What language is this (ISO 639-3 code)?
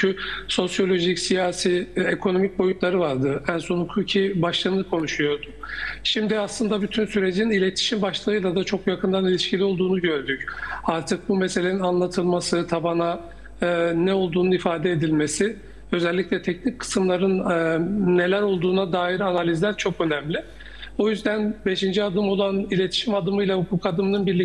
tur